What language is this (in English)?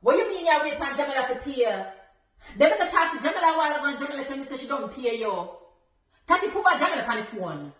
Jamaican Creole English